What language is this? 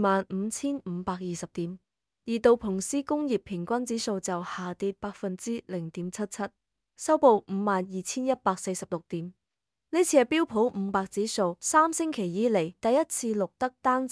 Cantonese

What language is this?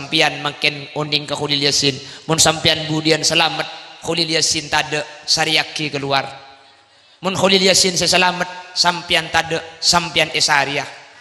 Madurese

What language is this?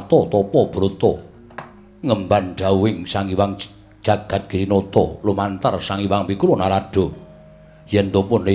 Javanese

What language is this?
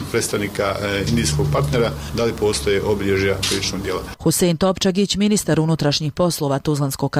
Bosnian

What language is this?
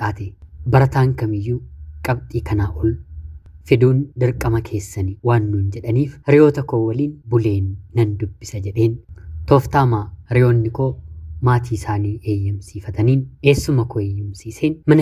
Oromo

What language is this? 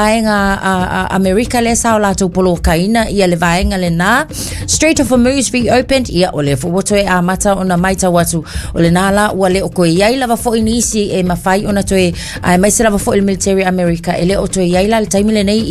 Samoan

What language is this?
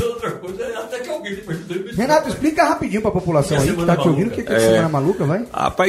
Portuguese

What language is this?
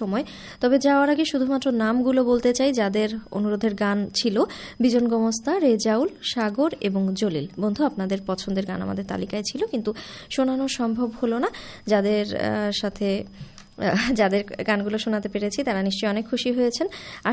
Bangla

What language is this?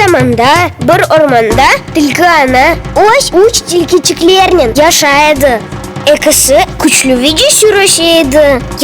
Crimean Tatar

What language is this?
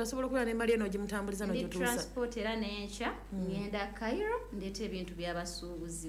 Ganda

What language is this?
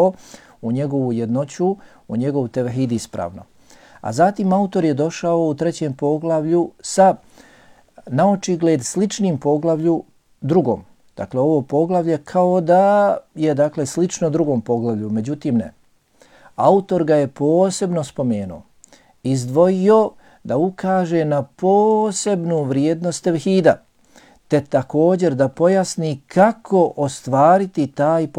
Bosnian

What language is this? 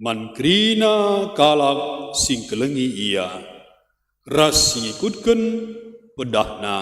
Batak Karo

